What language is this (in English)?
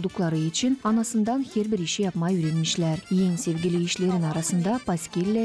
Gagauz